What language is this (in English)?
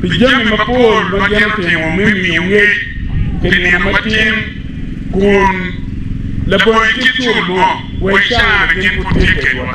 Acoli